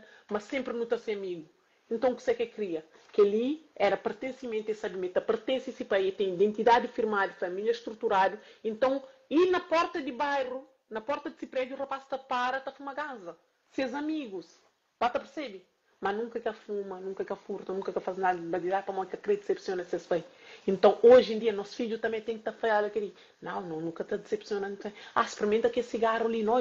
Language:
Kabuverdianu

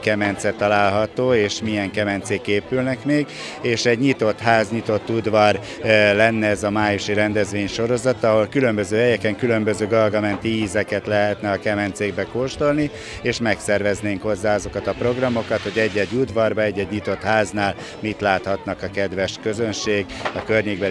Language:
Hungarian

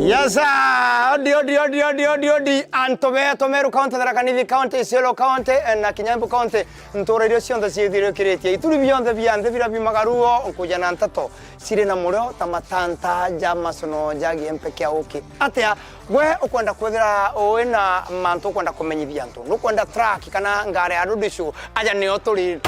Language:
Meru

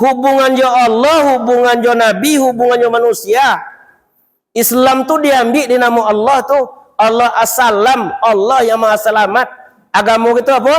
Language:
Minangkabau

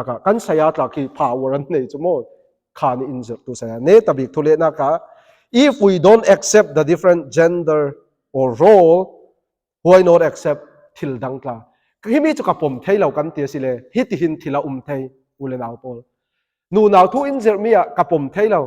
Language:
Falam Chin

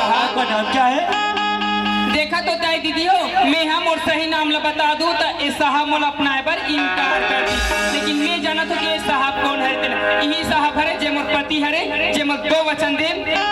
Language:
Chhattisgarhi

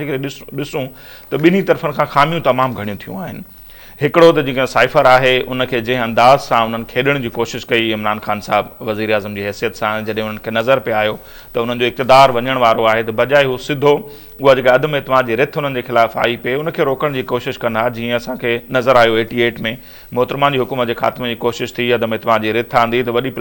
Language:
Sindhi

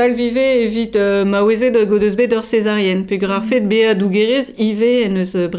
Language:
Breton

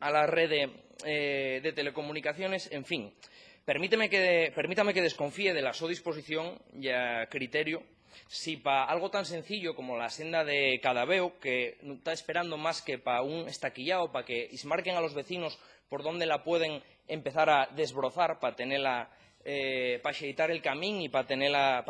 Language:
Asturian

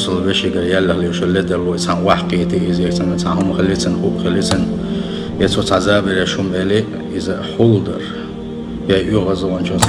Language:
Chechen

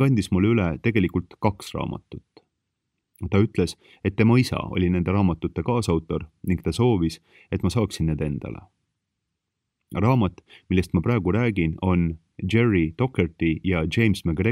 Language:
Estonian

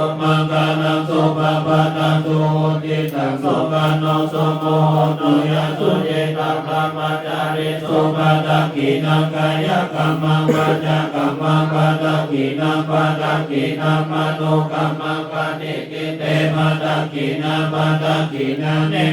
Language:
Pali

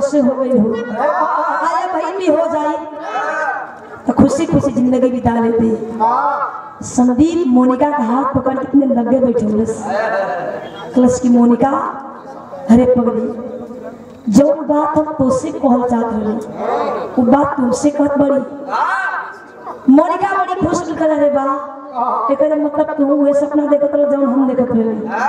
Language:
Bhojpuri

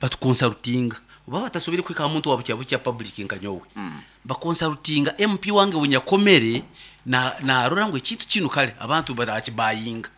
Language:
Nyoro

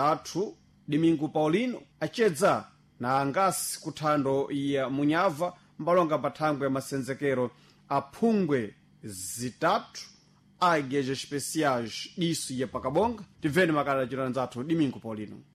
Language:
Sena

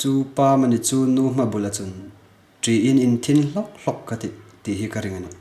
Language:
Hmar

